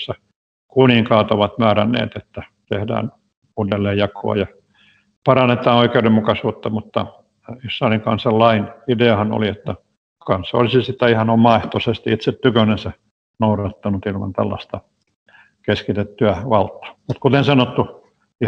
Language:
Finnish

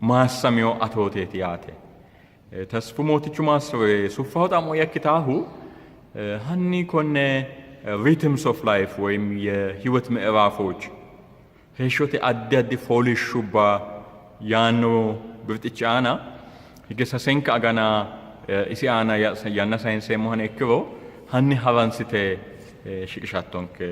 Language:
Sidamo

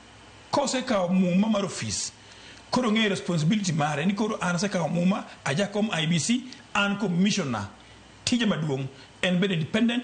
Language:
Luo (Kenya and Tanzania)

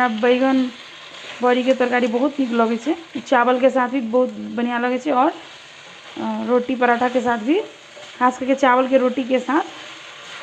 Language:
Maithili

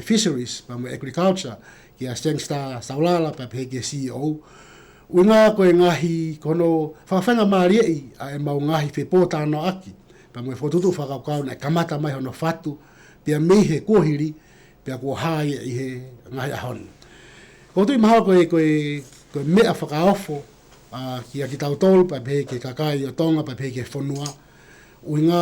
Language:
Tongan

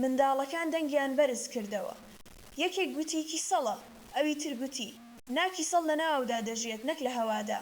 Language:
Central Kurdish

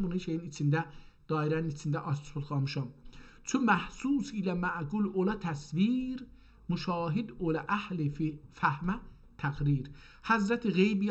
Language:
South Azerbaijani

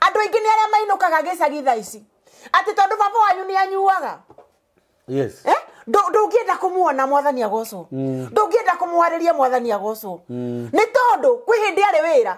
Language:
Kikuyu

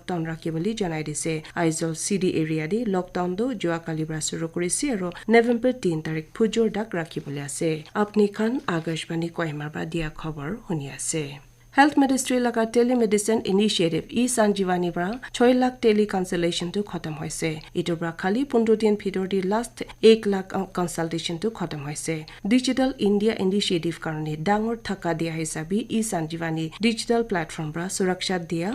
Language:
Naga Pidgin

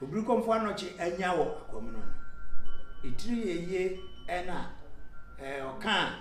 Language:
Akan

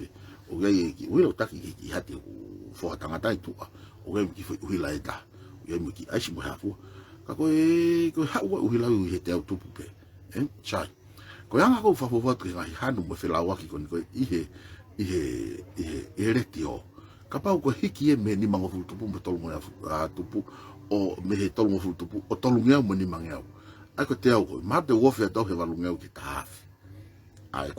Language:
Tongan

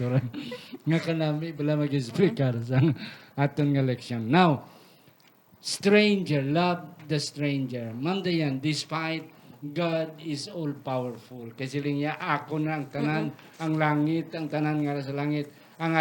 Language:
Hiligaynon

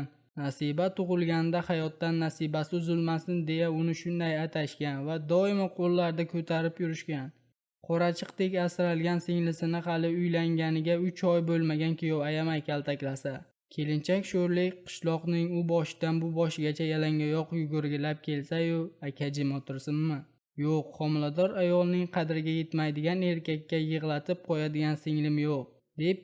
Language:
Uzbek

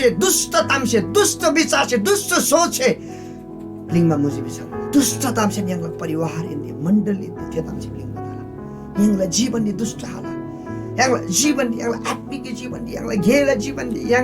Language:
Eastern Tamang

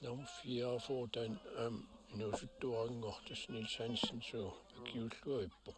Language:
Kalaallisut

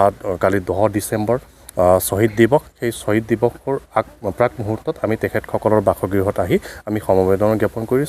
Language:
Assamese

